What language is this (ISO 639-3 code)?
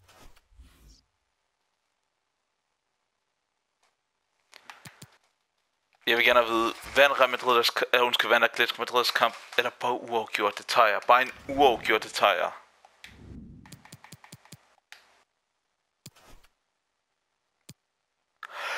dan